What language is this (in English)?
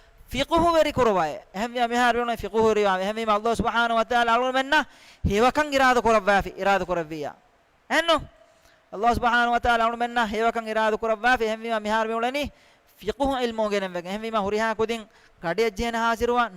Divehi